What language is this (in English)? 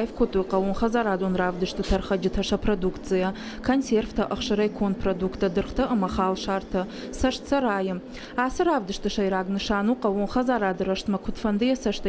Ossetic